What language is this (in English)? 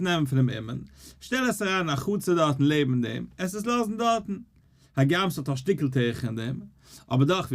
Yiddish